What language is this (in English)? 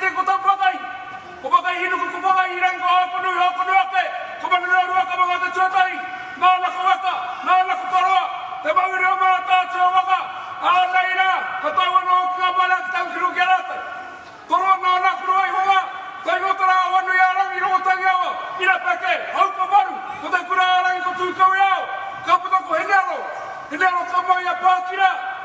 Māori